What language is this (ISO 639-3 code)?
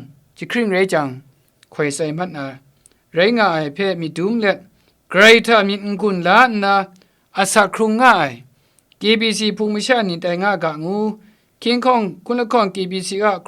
kac